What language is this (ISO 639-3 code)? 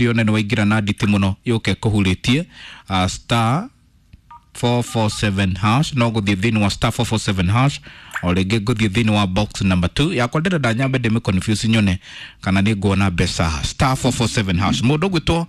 kik